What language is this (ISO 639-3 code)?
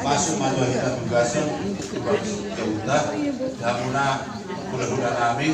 bbc